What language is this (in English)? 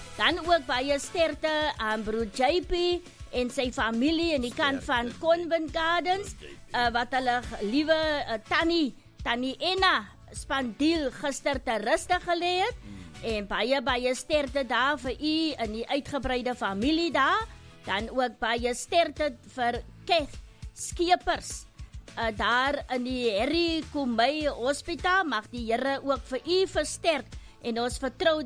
Afrikaans